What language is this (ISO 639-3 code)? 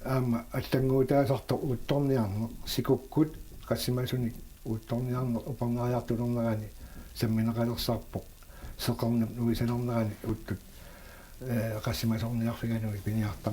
kal